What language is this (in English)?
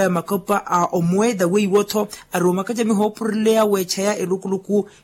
Makhuwa